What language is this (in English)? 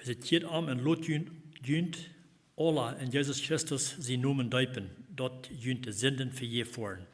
Plautdietsch